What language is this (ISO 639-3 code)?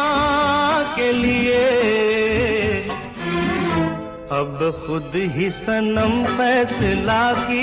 hin